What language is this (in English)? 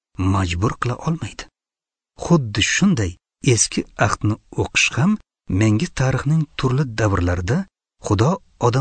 Uzbek